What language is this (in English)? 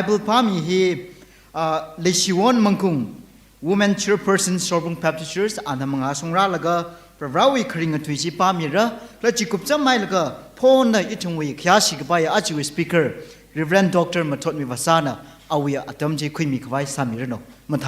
Tangkhul Naga (India)